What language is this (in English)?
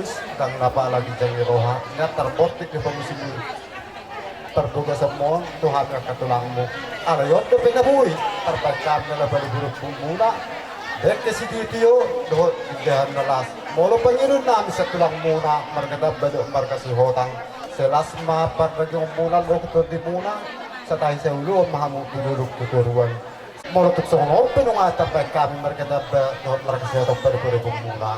Batak Toba